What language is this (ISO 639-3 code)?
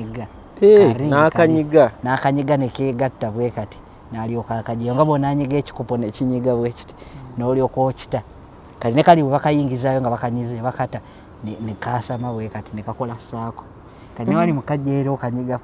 lug